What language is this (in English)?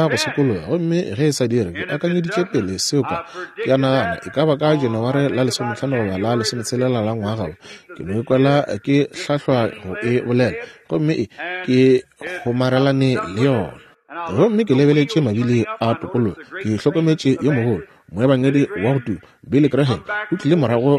Northern Sotho